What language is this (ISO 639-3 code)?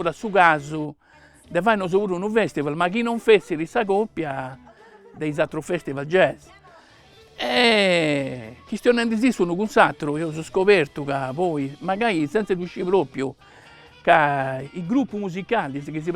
srd